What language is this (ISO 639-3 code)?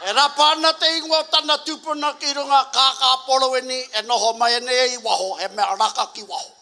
mri